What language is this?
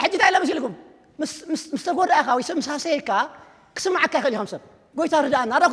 Tigrinya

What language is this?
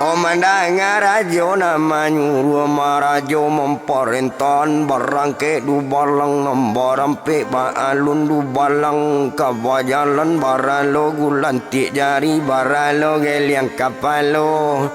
Minangkabau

